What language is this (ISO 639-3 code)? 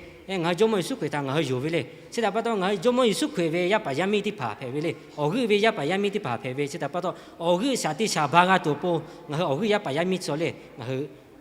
lhu